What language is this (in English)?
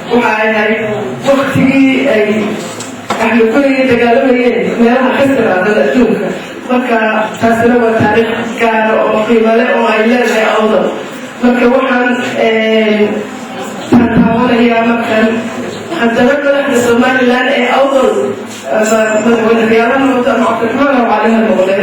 Somali